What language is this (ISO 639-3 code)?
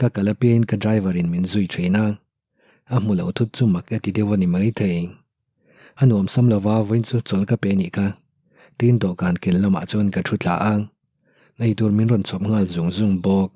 lus